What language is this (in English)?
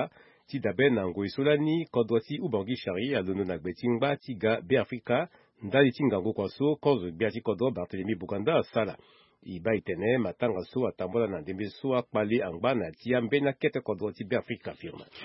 Sango